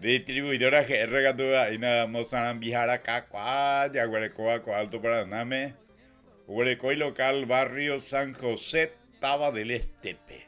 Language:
Guarani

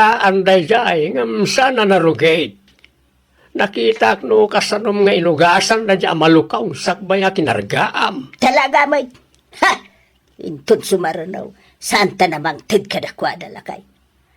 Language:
Iloko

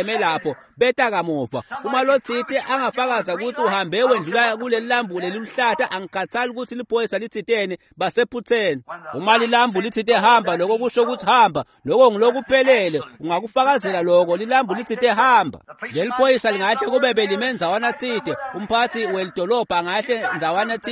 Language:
Swati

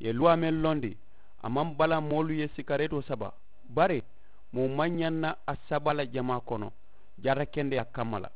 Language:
Mandingo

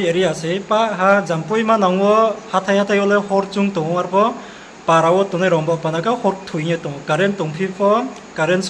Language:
Riang (India)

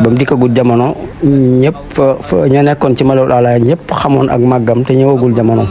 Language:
Wolof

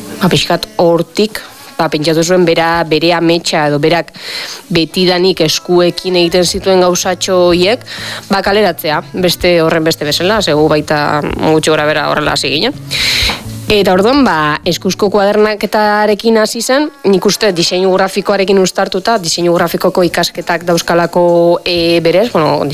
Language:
Basque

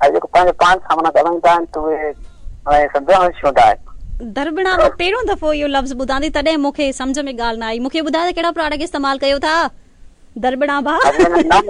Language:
Sindhi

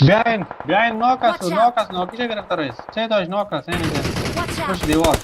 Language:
Tajik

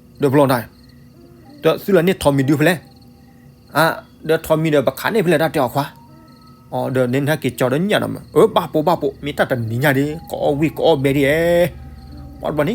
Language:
S'gaw Karen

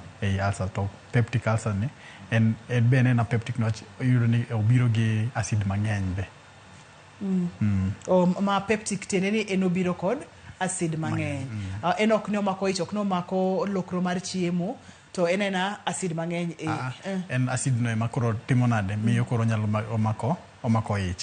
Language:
Luo (Kenya and Tanzania)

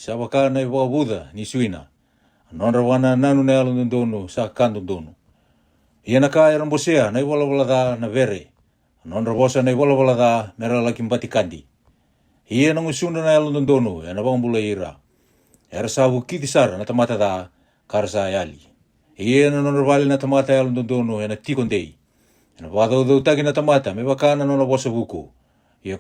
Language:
Fijian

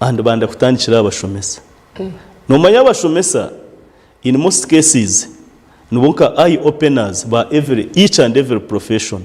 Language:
Nyankole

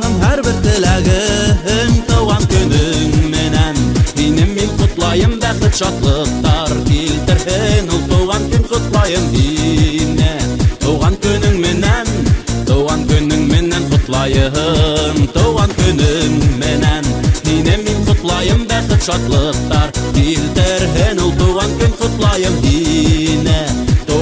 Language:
Bashkir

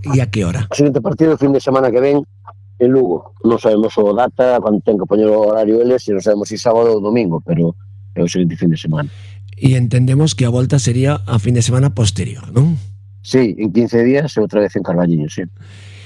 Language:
Galician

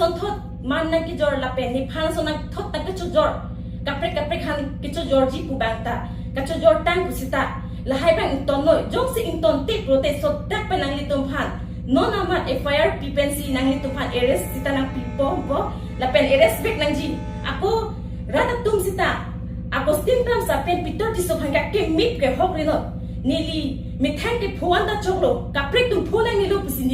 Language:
Karbi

